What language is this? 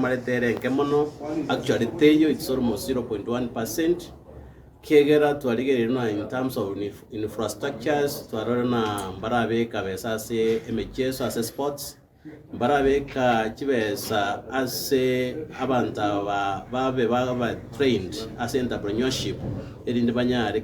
Gusii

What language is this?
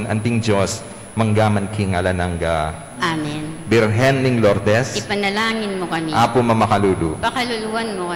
Pampanga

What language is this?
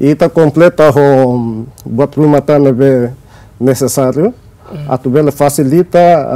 Tetum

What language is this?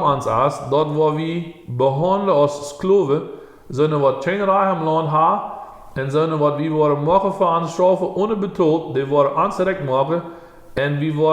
Plautdietsch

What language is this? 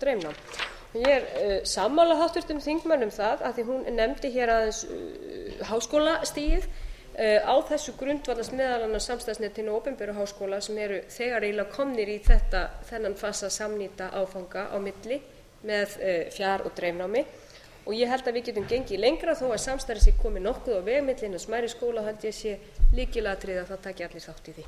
Icelandic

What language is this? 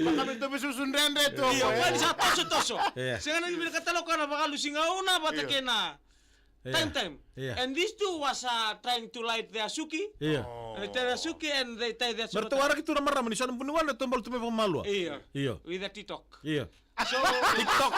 Fijian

